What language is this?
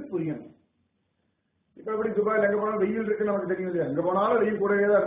Tamil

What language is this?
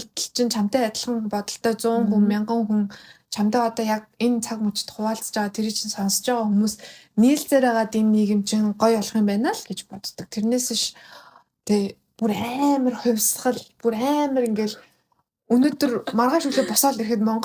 Mongolian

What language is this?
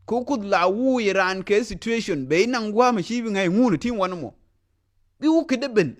Nuer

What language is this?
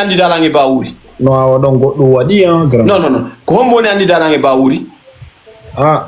Fula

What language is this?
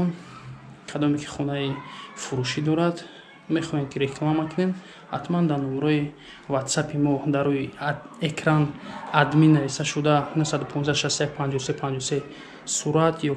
Tajik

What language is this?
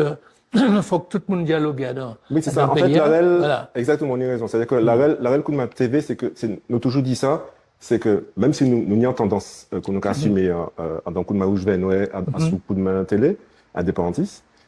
Guadeloupean Creole French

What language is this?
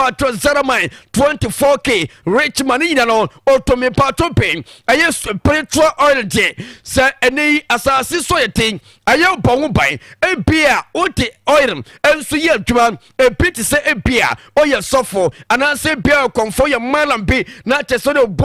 Akan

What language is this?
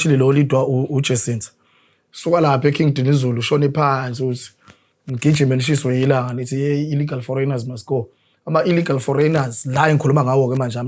Zulu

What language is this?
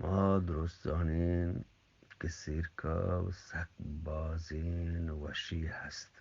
Eastern Balochi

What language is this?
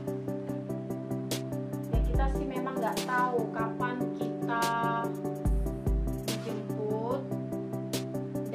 Indonesian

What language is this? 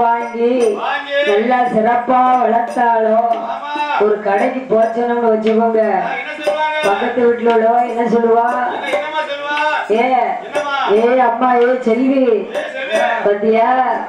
Tamil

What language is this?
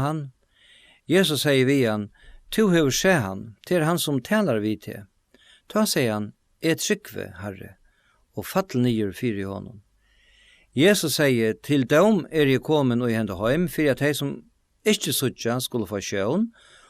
Faroese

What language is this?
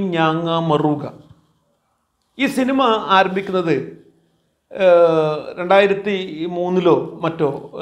Malayalam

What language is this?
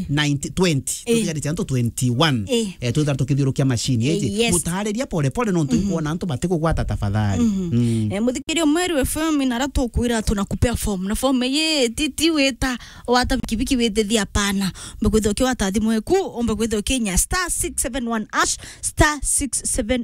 Meru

